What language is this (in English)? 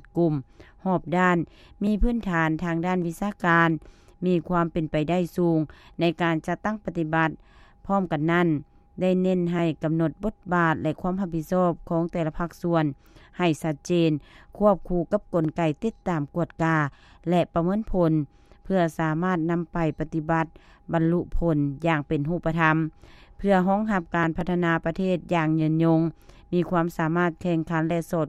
Lao